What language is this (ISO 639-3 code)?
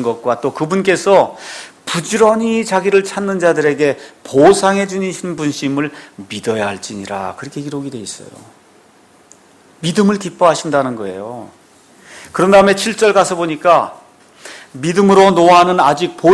kor